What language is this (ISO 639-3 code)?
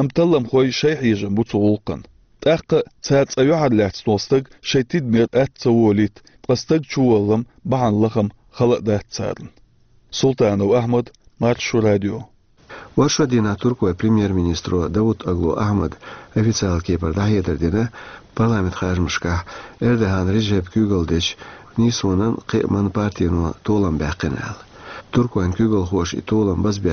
che